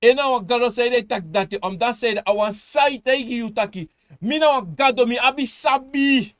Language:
Sranan Tongo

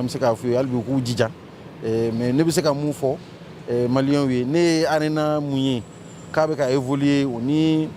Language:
Bambara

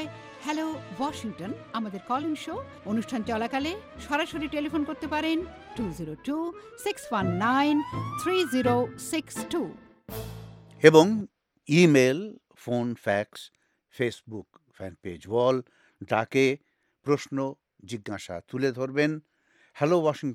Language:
Bangla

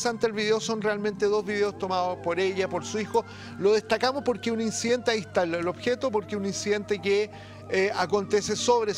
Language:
Spanish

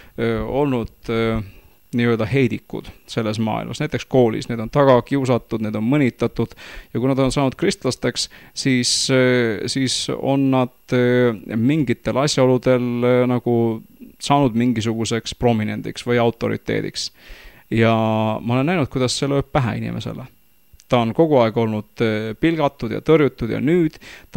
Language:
Estonian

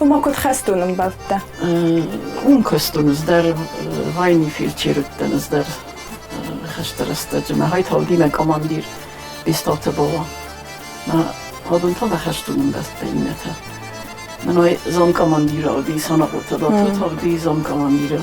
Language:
Ossetic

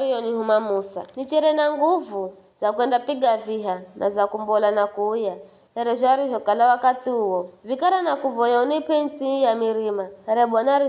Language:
Giryama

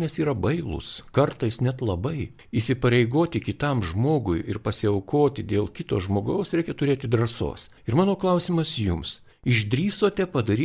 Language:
Lithuanian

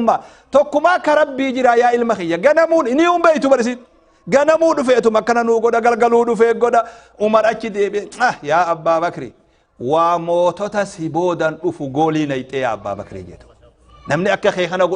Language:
Oromo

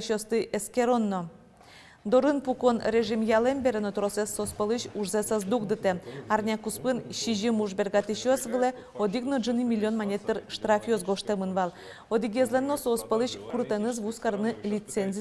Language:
Udmurt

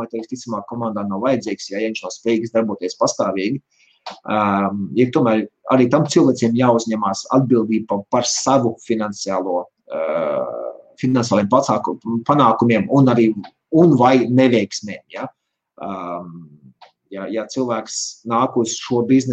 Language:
Latvian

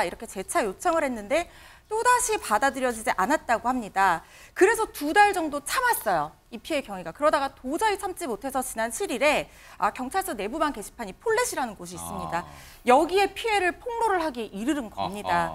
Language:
Korean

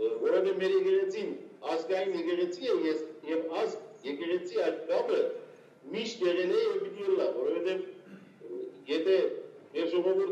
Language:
Western Armenian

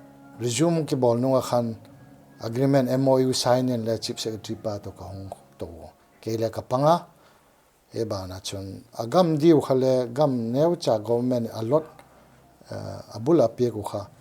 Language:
Paite Chin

